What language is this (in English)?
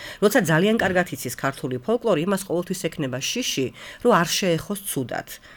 Georgian